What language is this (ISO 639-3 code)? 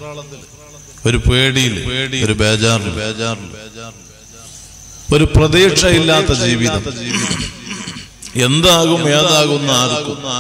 mal